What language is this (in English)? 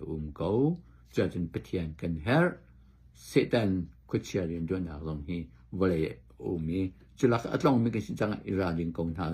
Hakha Chin